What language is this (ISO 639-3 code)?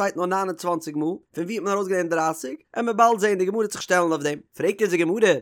yid